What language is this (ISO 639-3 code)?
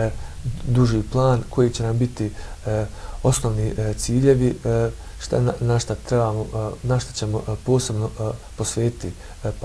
bos